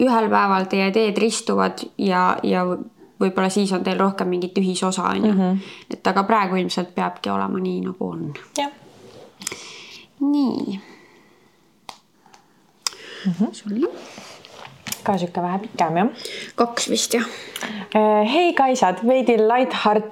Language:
Estonian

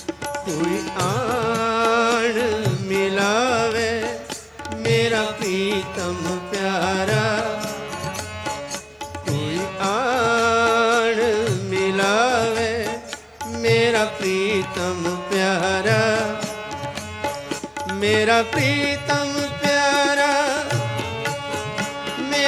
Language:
Hindi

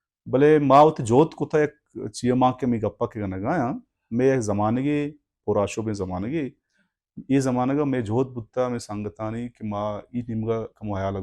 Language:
Baluchi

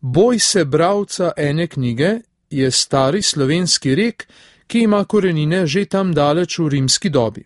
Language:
Slovenian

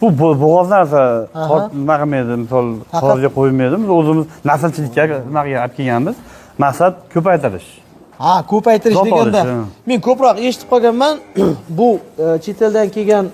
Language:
Uzbek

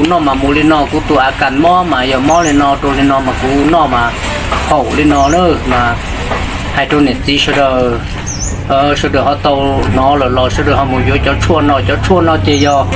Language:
Hmong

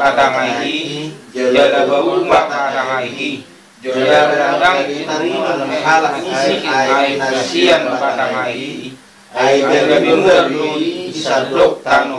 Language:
Batak Toba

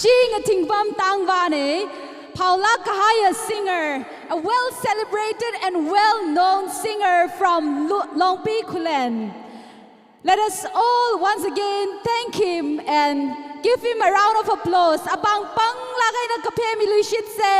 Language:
Tangkhul Naga (India)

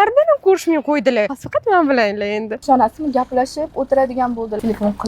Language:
Uzbek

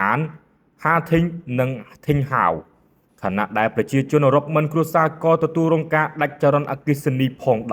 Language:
Khmer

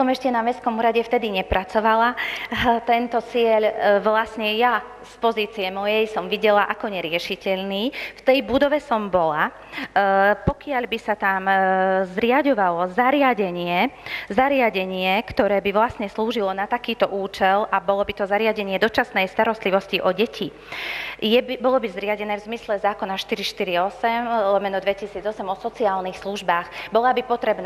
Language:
Slovak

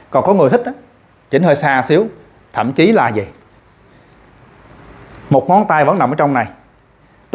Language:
Vietnamese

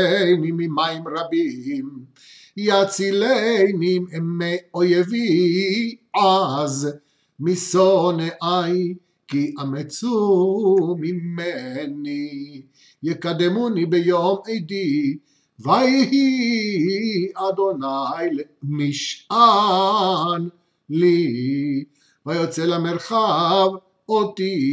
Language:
Hebrew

